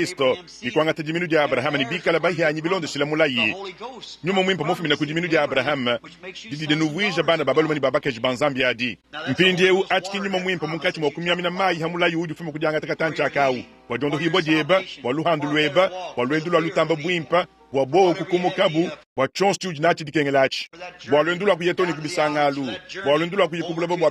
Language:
Luba-Lulua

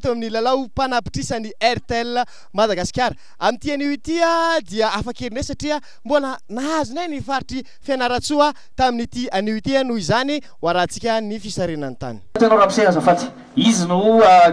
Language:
Malagasy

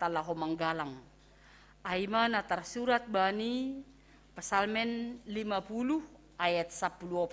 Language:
Batak Simalungun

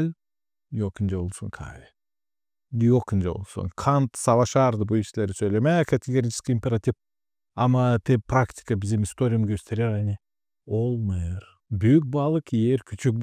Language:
Gagauz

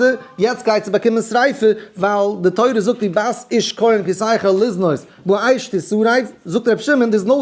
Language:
Yiddish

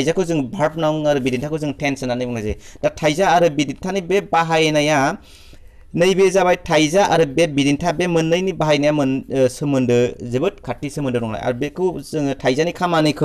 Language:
Bodo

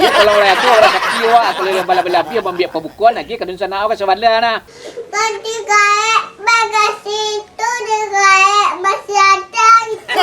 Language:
Minangkabau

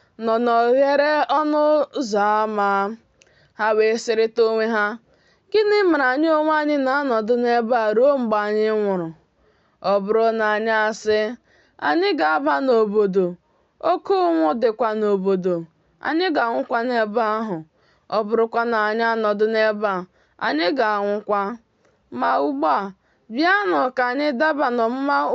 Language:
Igbo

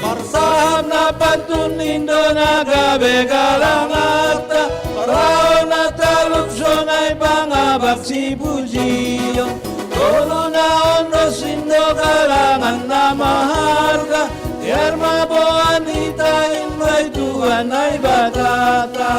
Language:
Batak Simalungun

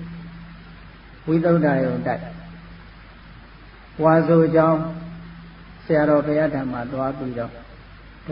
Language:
Burmese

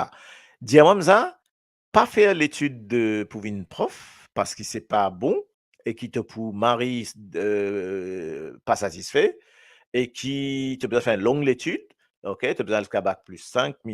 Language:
Morisyen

